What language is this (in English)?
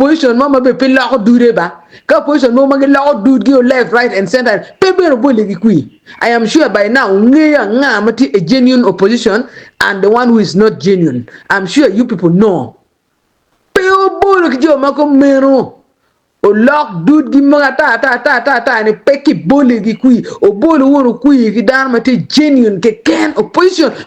Acoli